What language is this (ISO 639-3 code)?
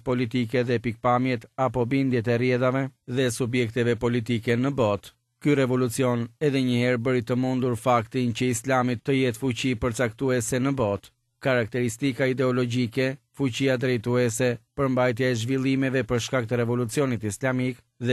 sqi